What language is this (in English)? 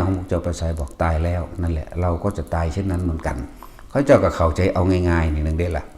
Northeastern Thai